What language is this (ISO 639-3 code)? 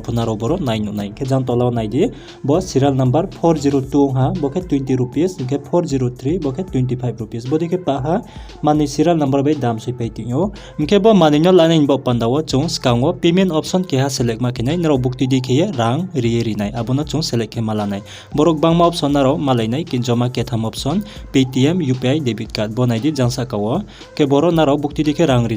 ria